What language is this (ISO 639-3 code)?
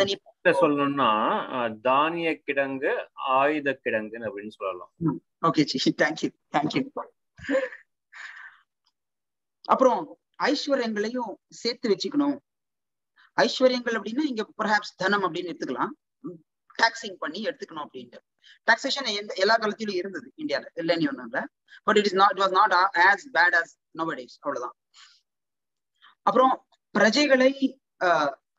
tam